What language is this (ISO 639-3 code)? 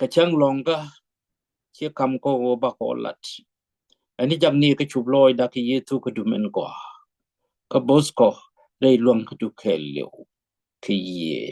nus